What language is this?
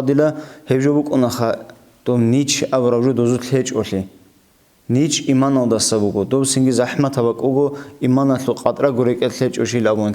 Avaric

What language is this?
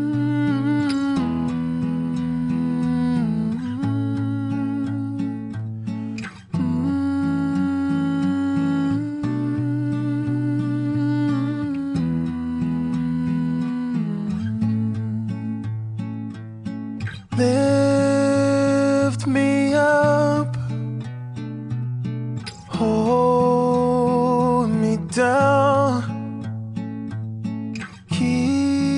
English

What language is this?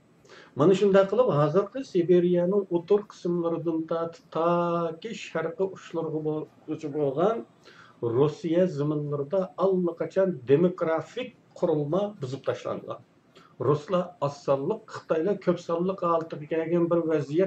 Uyghur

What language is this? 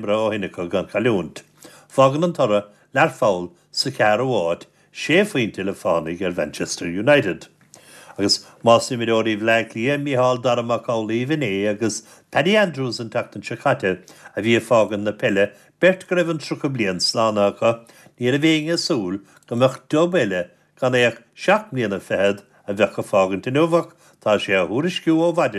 Irish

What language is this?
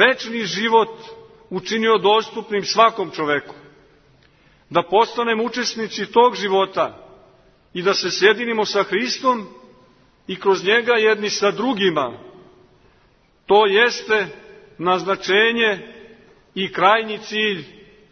Serbian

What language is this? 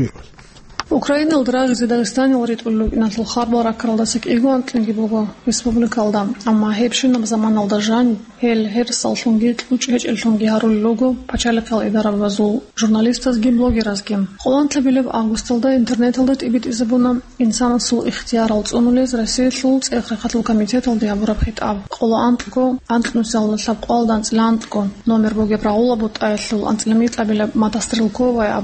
Avaric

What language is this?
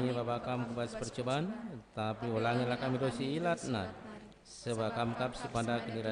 Batak Karo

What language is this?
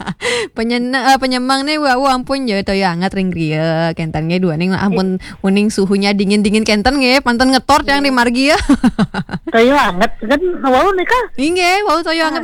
Balinese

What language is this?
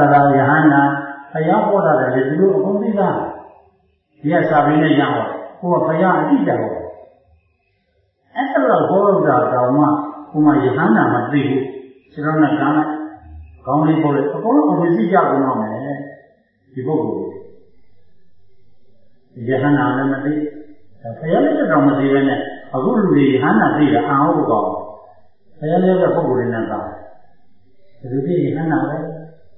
Burmese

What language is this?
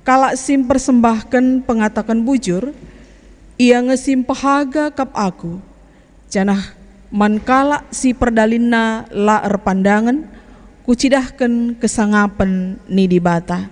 Batak Karo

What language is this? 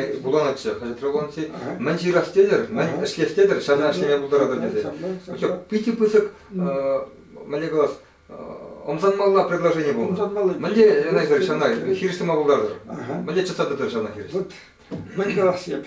Chuvash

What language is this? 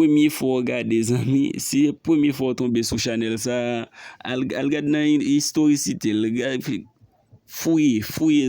Haitian Creole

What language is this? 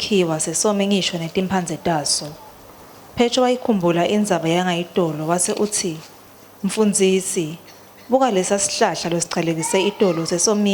Swati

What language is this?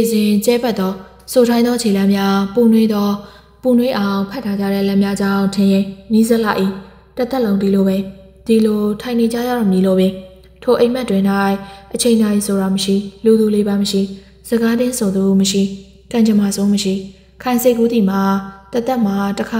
Burmese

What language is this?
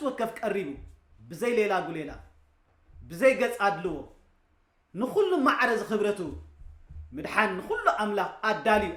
Tigrinya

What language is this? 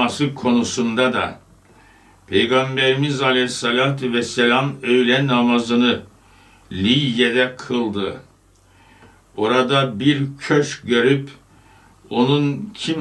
Turkish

